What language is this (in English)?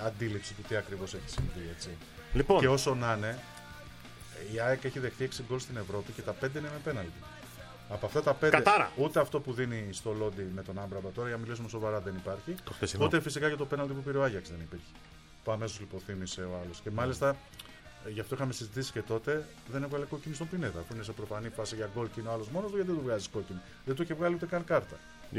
Greek